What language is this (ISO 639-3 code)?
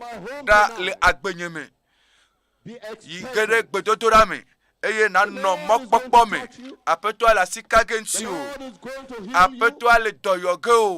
ewe